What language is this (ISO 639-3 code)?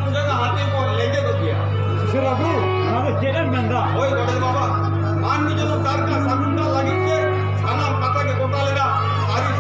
sat